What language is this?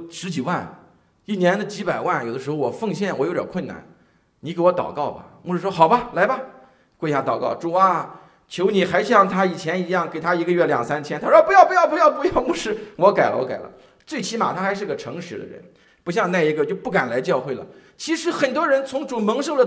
Chinese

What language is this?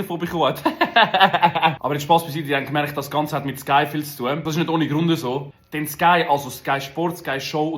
Swiss German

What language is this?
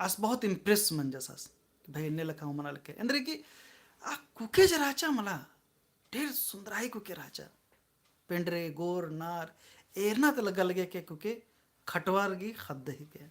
Kurukh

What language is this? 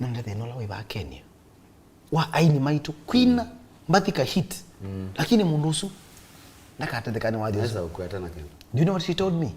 Kamba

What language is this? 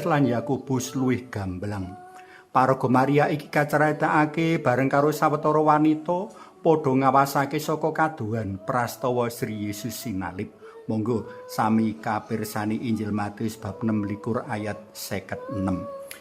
Javanese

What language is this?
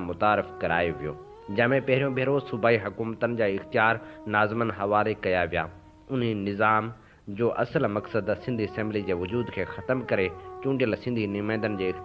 Sindhi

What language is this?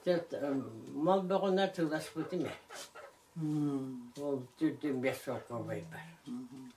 Yakut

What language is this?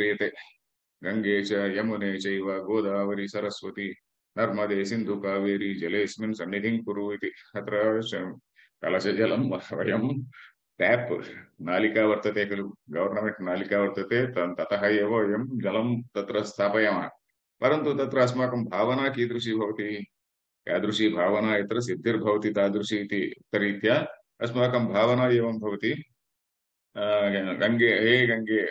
Sanskrit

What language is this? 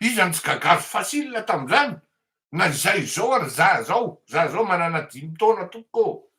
Malagasy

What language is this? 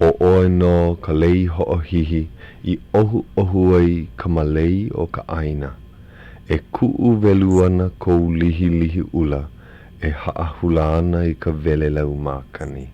Hawaiian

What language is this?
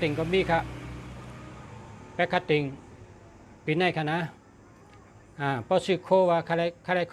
Shan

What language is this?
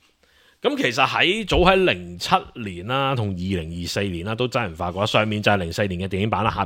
Cantonese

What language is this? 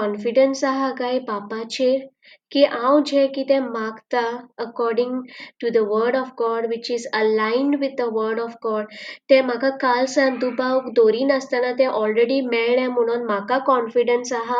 Konkani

